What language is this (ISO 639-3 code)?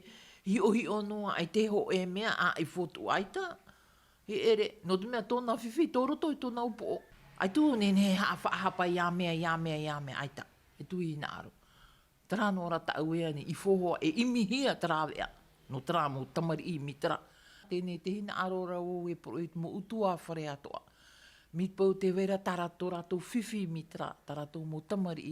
tah